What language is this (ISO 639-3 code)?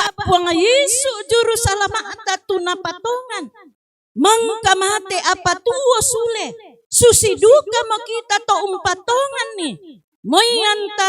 sda